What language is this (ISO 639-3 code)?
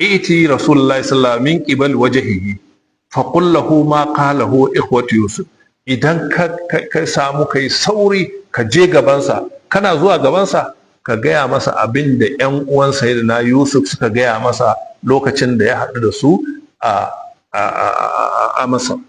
hau